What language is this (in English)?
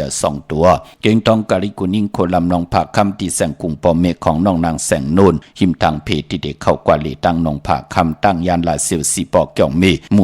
Shan